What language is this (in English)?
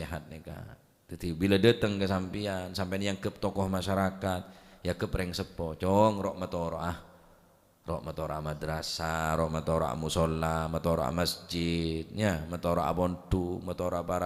Madurese